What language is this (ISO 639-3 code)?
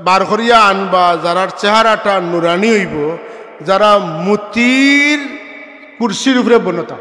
syl